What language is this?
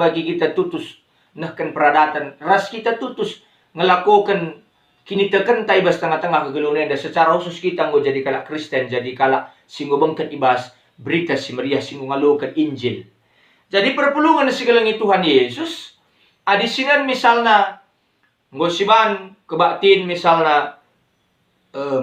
Batak Karo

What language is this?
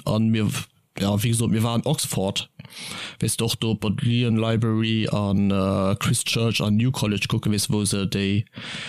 Luxembourgish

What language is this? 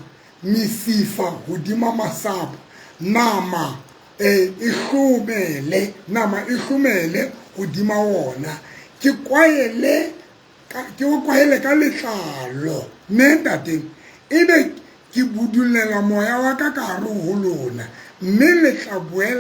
Southern Sotho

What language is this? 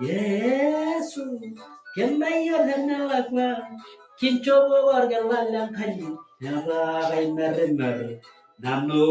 Masai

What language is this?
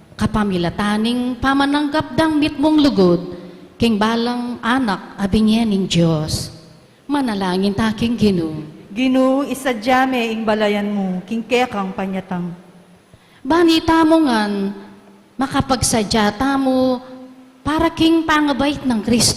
Pampanga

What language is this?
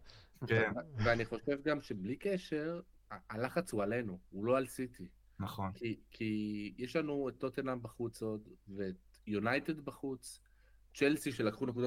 Hebrew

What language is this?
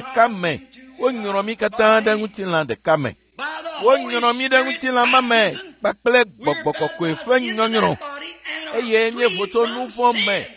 Ewe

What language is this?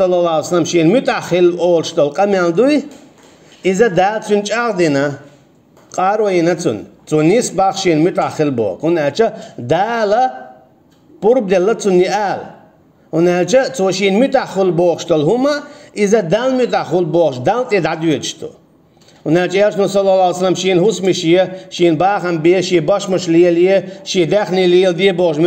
Chechen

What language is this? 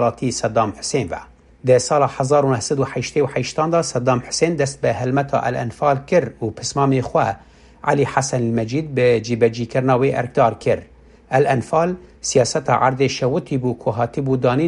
Kurdish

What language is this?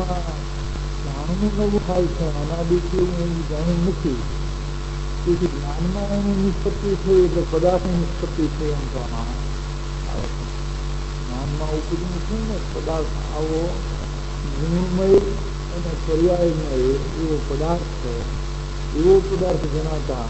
Gujarati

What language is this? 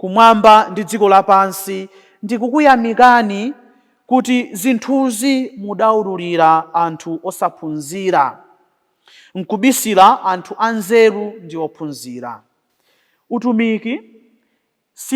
Nyanja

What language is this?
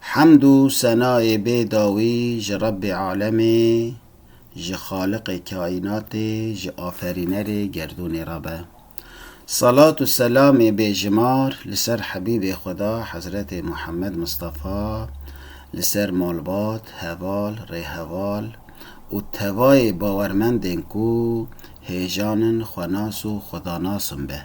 Kurdish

